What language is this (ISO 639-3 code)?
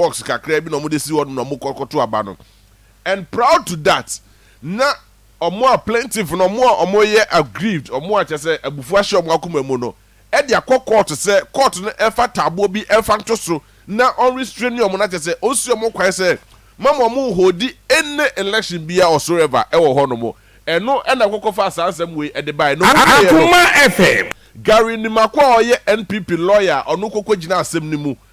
aka